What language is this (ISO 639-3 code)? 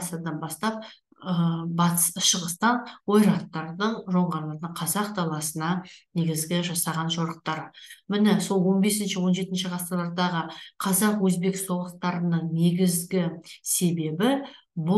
kaz